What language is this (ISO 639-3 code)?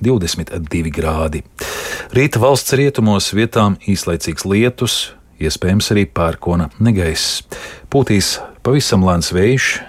lav